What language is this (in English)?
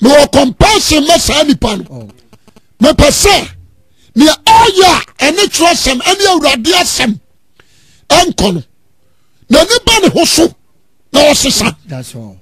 Akan